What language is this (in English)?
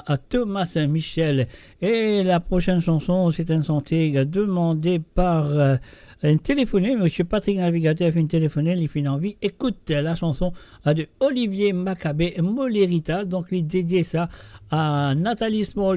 Morisyen